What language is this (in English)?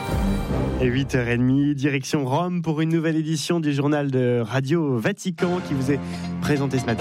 French